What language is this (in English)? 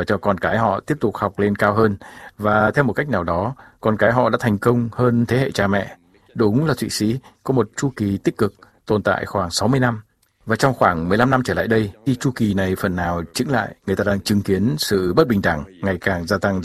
Vietnamese